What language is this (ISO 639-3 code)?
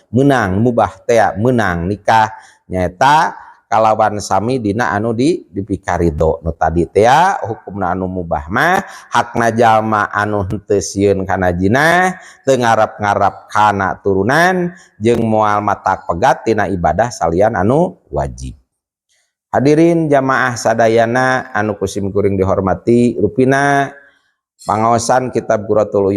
sun